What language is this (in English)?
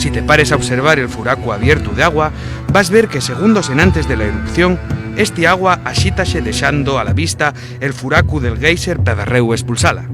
Asturian